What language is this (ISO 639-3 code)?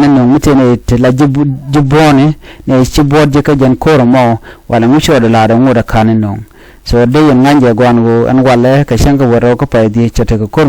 nus